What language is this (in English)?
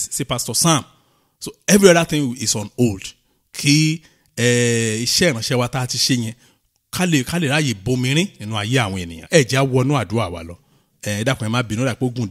Yoruba